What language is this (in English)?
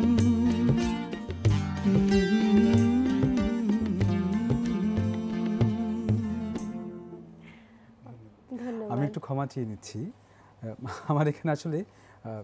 Bangla